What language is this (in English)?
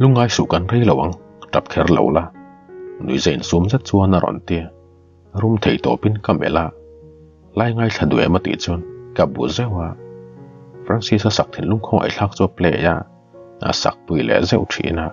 Mizo